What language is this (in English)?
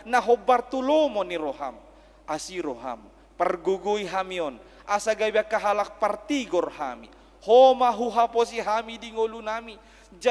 Batak Toba